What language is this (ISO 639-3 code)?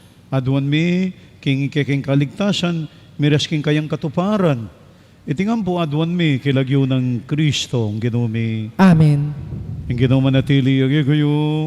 pam